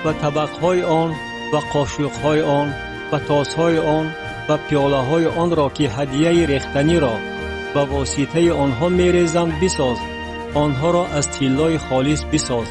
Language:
Tajik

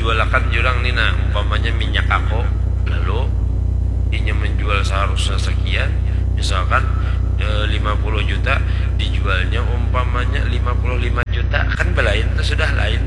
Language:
Banjar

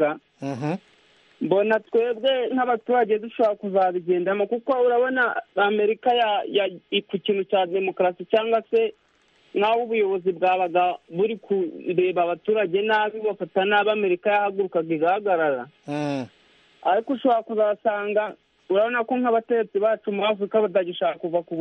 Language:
Kinyarwanda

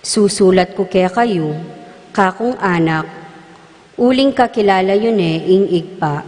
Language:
Pampanga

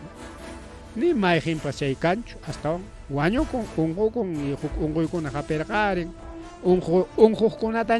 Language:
Ayacucho Quechua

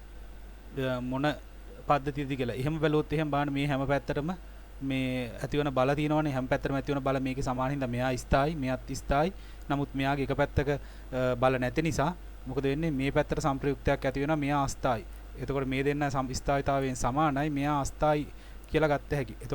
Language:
Sinhala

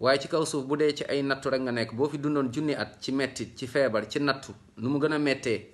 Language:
Wolof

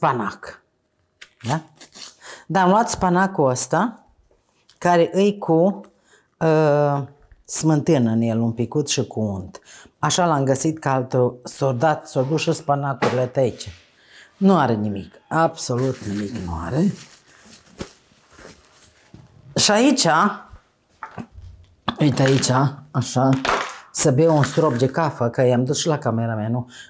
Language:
Romanian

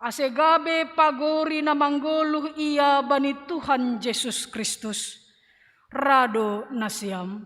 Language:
Batak Simalungun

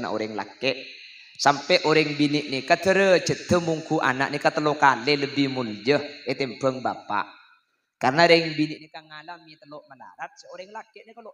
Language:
Madurese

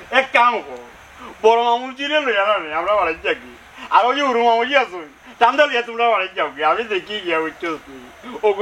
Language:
Sylheti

